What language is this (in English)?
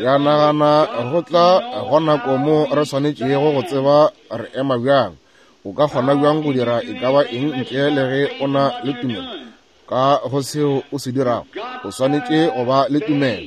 Northern Sotho